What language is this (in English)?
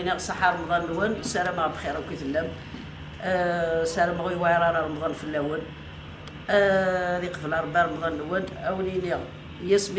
Kabyle